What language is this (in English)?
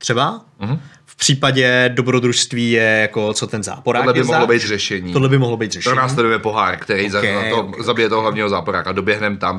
Czech